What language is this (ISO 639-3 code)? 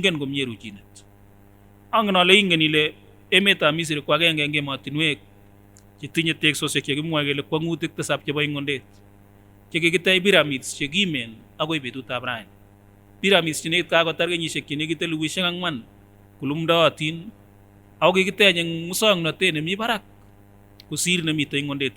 sgc